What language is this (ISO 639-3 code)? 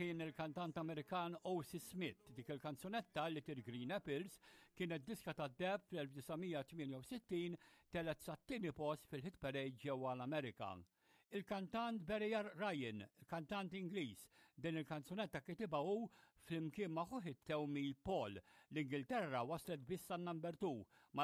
mlt